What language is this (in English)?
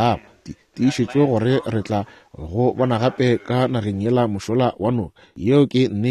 Northern Sotho